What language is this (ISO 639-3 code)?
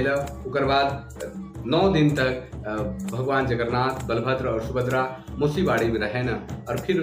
sck